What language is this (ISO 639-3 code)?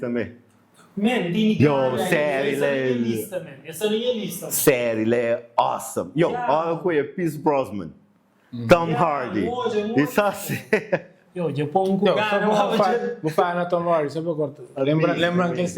kea